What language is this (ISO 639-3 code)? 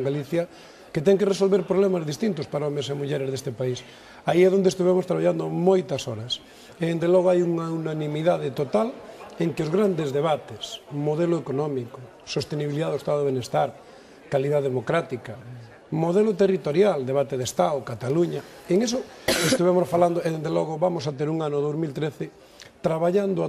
glg